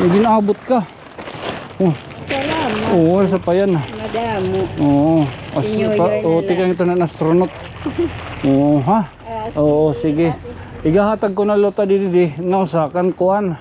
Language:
Waray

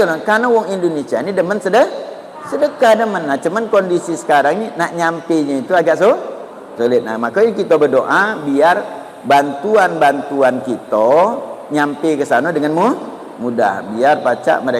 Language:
Musi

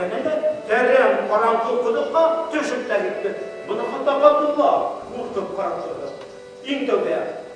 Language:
Bashkir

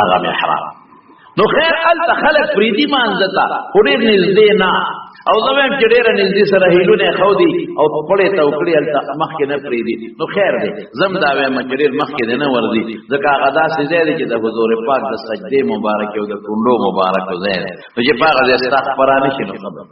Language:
Pashto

